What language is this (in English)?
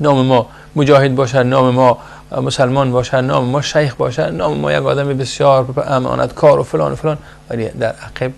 Persian